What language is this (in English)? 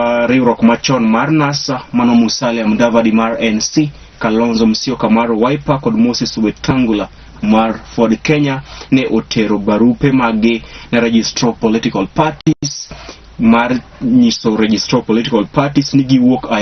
Luo (Kenya and Tanzania)